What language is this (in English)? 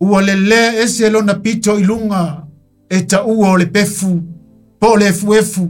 Samoan